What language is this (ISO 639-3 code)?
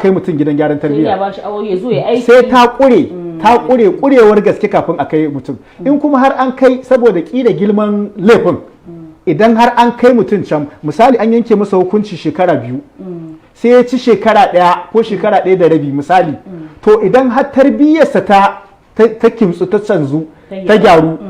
hau